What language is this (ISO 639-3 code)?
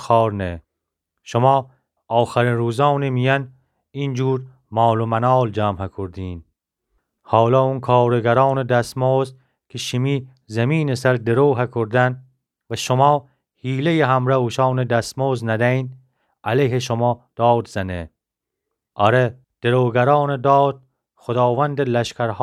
glk